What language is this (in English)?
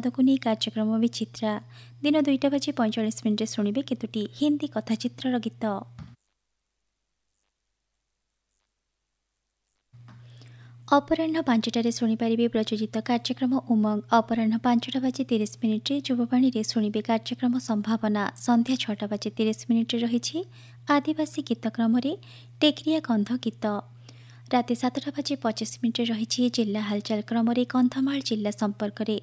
Odia